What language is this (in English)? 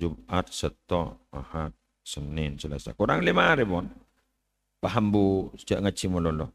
Madurese